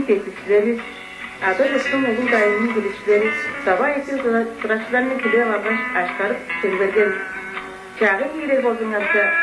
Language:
Tuvinian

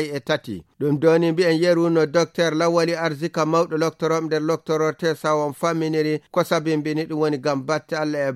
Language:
Nigerian Fulfulde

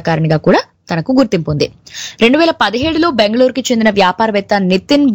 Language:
Telugu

